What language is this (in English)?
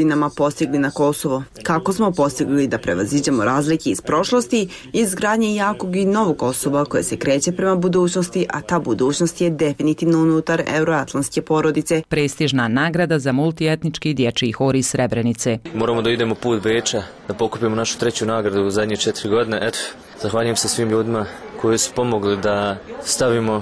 Bosnian